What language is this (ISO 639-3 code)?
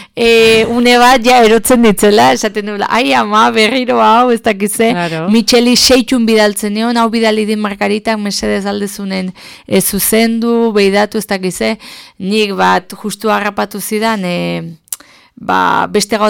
eus